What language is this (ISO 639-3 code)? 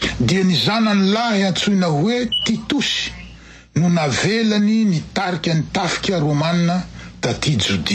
mlg